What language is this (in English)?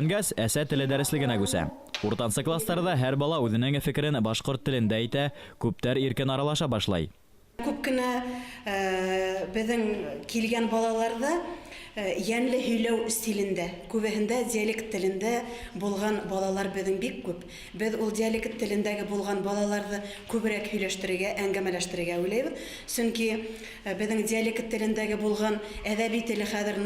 Bashkir